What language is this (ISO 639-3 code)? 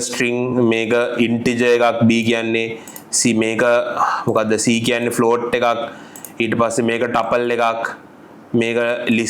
sin